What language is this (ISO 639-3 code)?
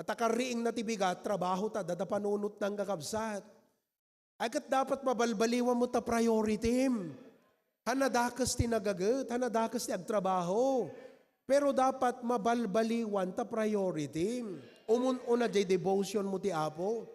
ilo